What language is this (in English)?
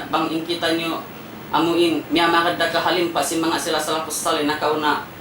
Tausug